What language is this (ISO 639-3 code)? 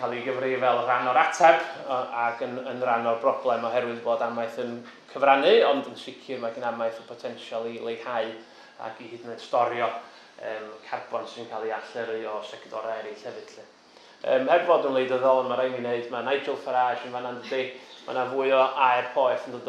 cym